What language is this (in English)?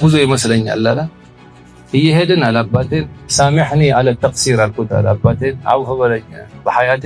Amharic